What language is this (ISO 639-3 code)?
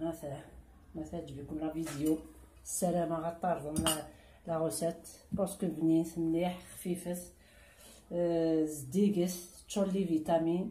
kab